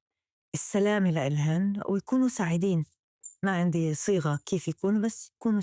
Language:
North Levantine Arabic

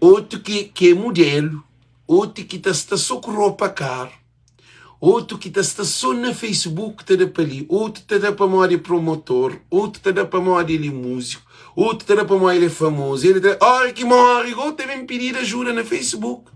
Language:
Kabuverdianu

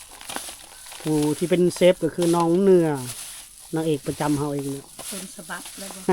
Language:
Lao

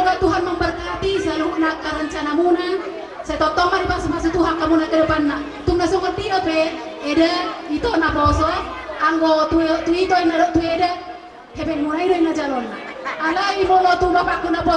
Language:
Batak Toba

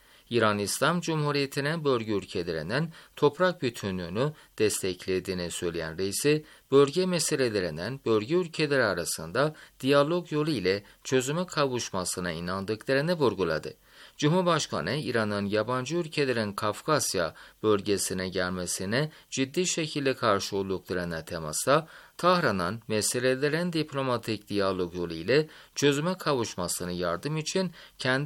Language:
Turkish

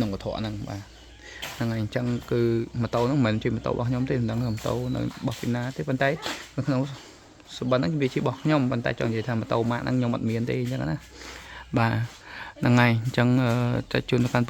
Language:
Khmer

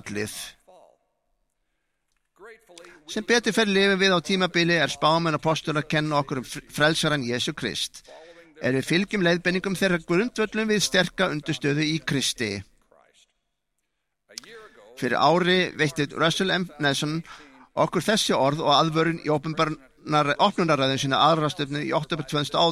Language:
Icelandic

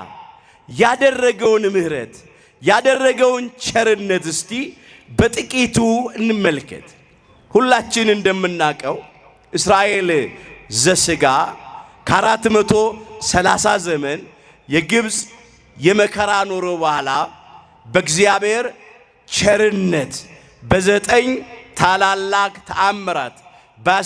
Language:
Amharic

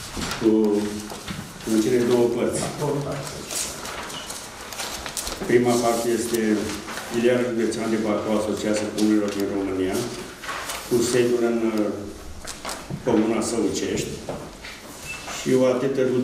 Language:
Romanian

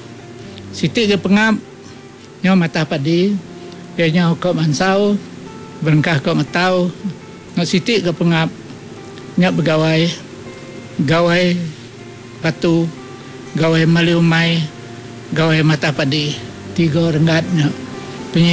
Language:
Iban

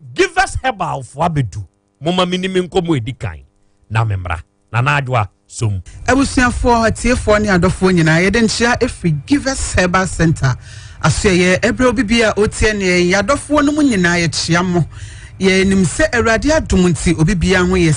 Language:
Akan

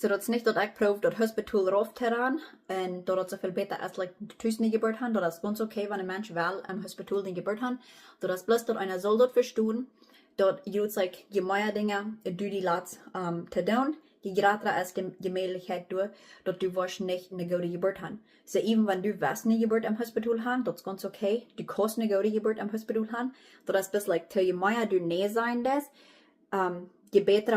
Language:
Plautdietsch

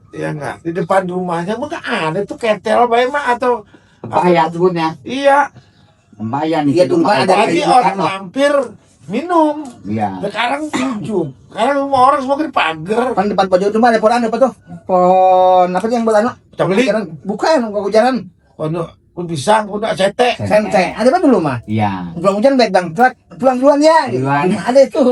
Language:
Betawi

